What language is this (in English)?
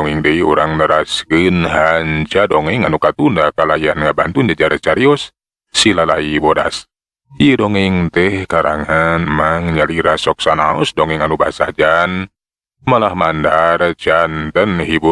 Sundanese